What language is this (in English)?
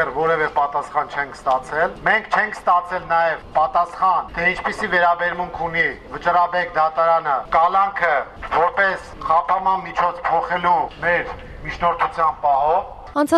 Armenian